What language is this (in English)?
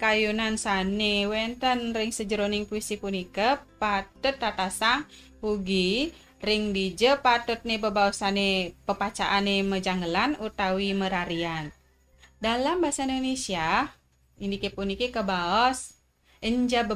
Balinese